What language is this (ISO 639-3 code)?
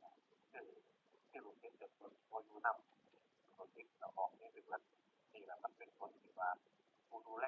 tts